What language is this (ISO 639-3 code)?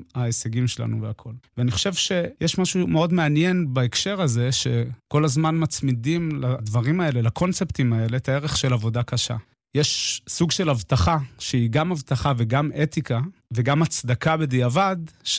heb